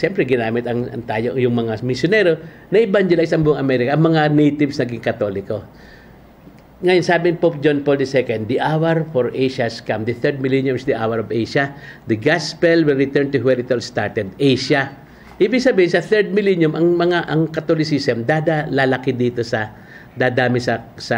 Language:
Filipino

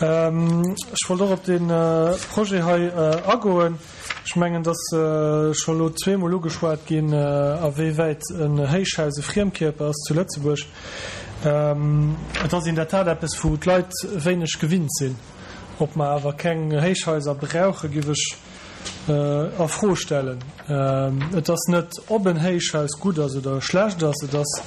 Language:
Luxembourgish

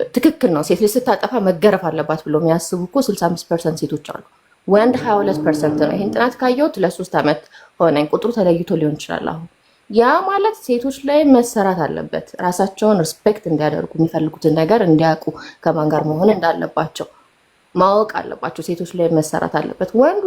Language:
Amharic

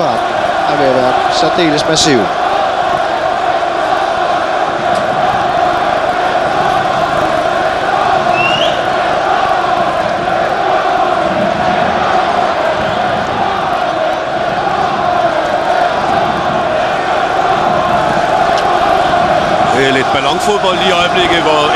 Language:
Danish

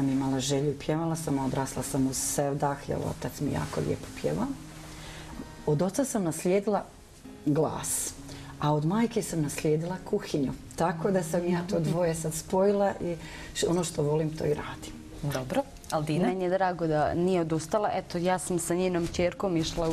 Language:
Bosnian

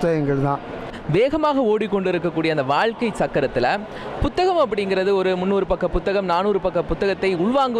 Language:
Tamil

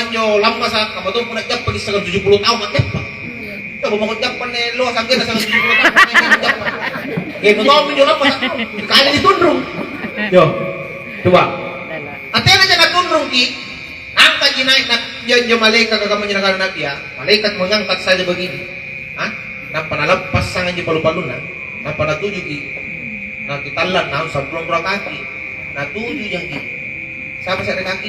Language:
Makasar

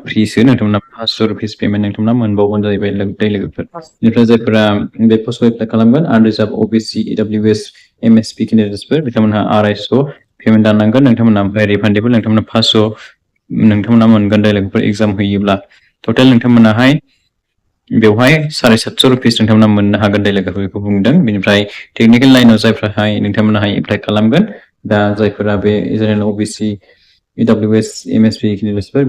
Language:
Bodo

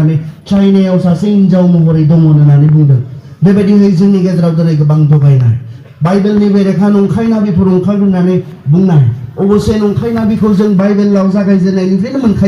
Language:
Bodo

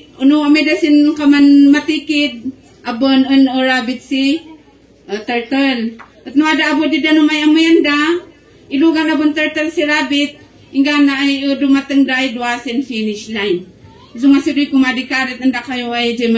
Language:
Kankanaey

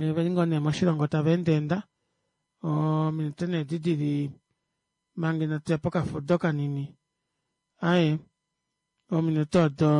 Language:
Kuanyama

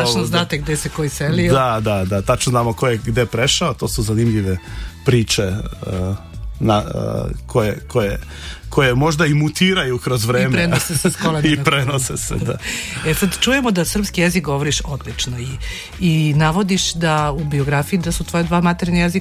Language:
Serbian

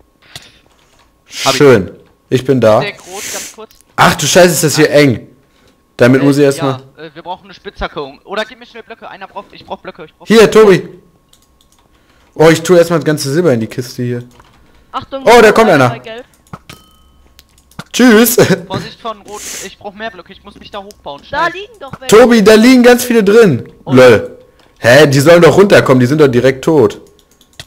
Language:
German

